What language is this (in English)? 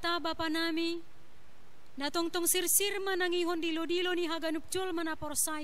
Batak Simalungun